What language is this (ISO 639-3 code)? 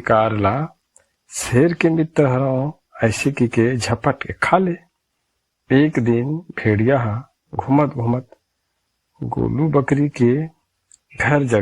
hne